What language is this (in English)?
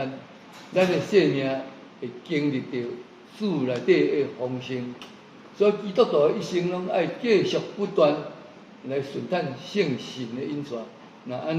Min Nan Chinese